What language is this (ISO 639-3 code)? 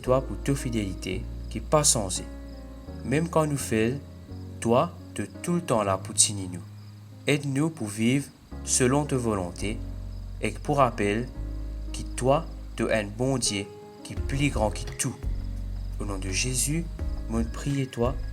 mfe